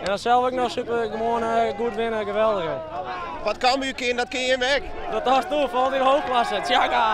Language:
Western Frisian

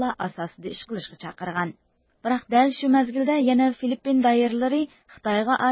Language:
Uyghur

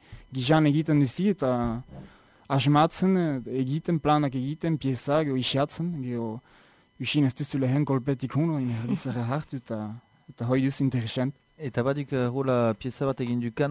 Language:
Basque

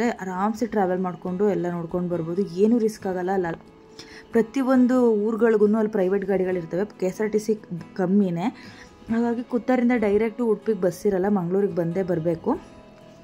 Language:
Kannada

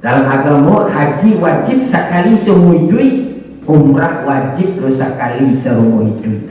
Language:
Minangkabau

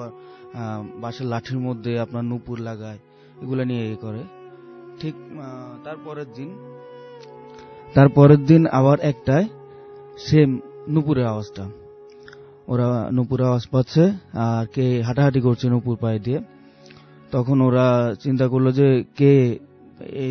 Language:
Bangla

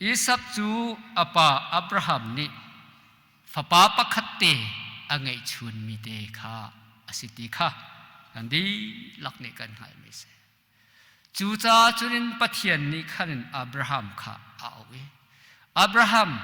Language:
Hakha Chin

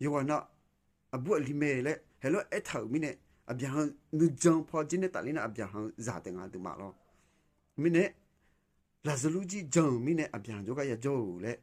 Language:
Akha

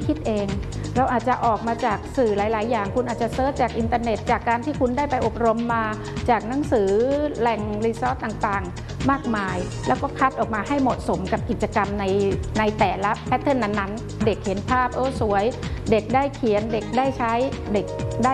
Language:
Thai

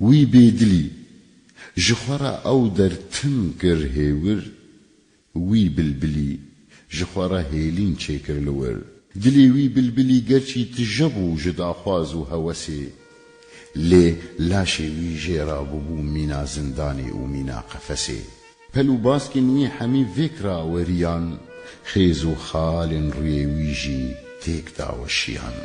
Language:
Kurdish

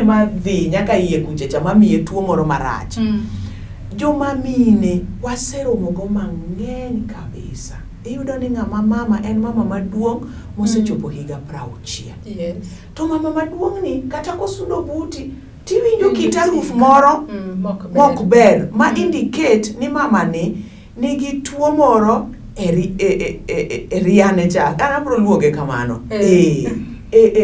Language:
Luo (Kenya and Tanzania)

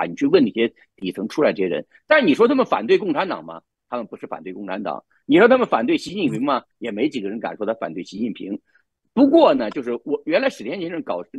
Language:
Chinese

